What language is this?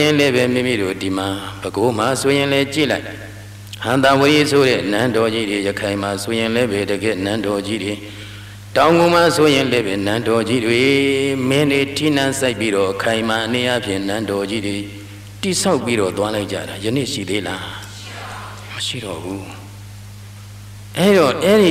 Burmese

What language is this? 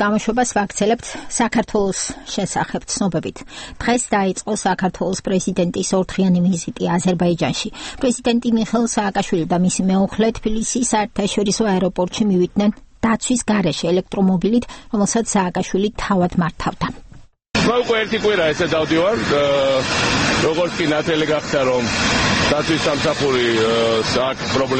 Georgian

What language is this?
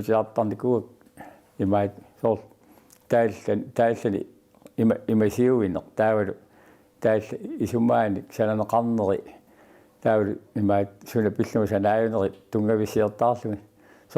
Kalaallisut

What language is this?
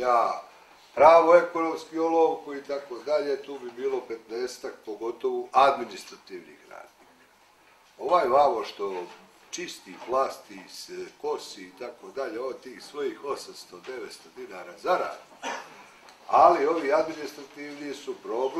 Serbian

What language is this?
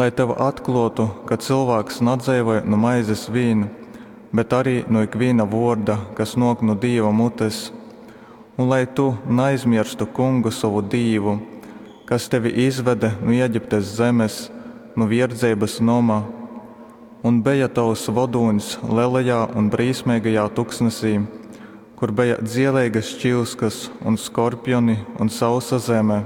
Latgalian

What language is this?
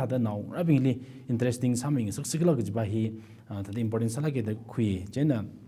Tangkhul Naga (India)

